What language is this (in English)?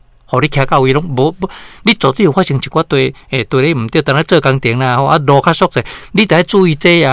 Min Nan Chinese